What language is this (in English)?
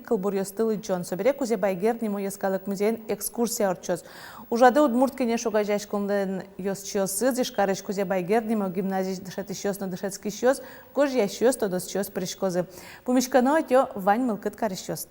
Udmurt